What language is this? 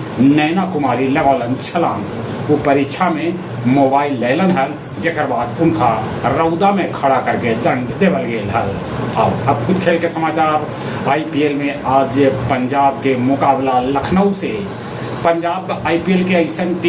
Magahi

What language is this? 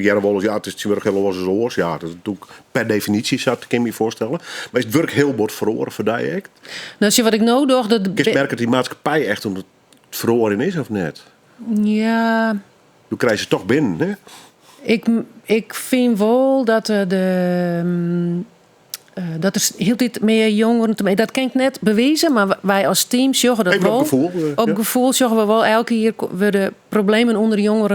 Western Frisian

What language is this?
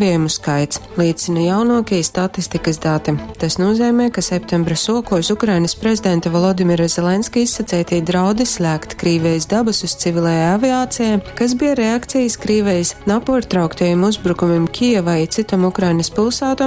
Latgalian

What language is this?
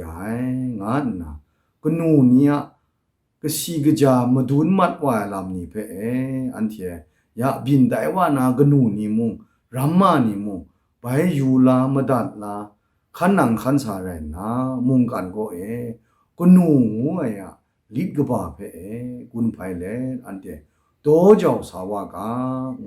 Kachin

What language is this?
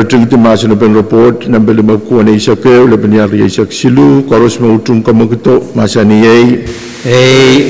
Pohnpeian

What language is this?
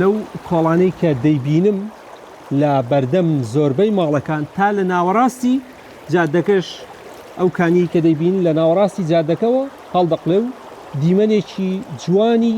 Central Kurdish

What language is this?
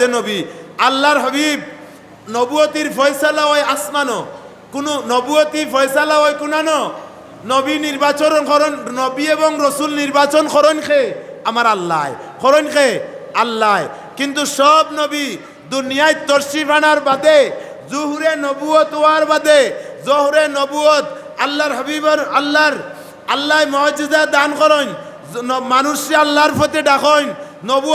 Sylheti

